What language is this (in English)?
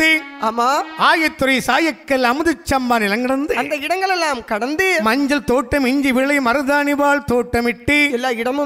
Tamil